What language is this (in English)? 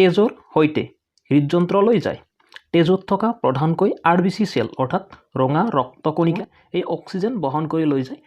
Assamese